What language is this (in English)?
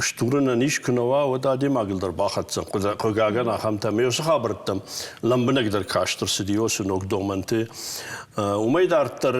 Ossetic